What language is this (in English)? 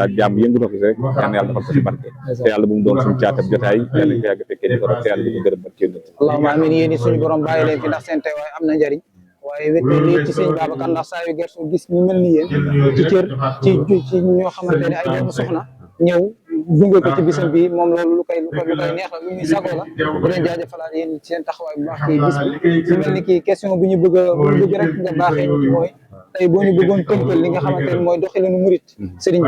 Wolof